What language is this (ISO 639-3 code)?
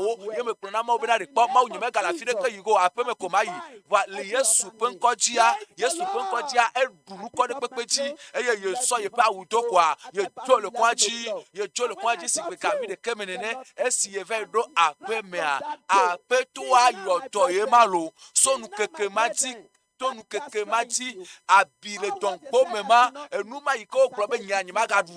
ewe